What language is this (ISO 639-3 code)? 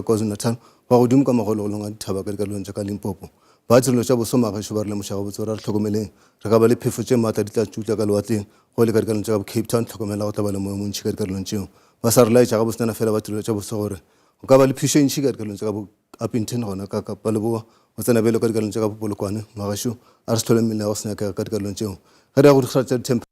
nso